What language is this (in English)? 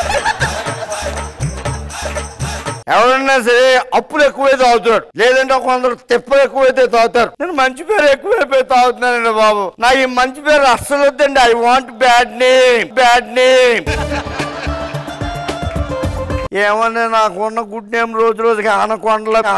Telugu